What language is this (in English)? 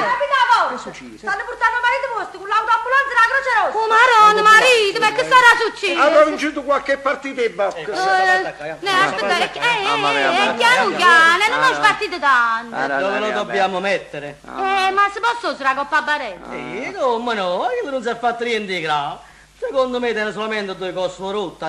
Neapolitan